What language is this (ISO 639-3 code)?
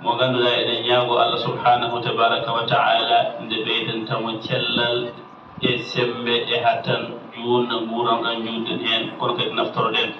ful